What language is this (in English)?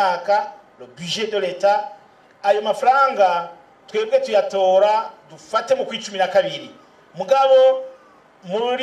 Rundi